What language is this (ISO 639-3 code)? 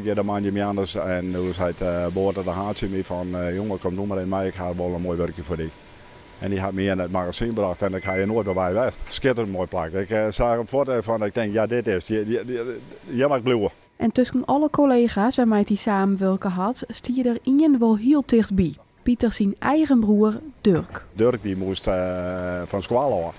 fry